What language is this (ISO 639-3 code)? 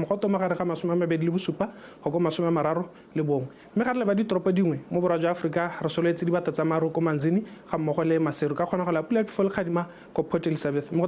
tsn